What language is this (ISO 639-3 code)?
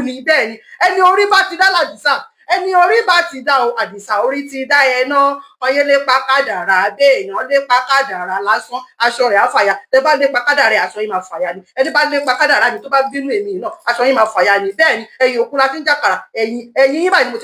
yor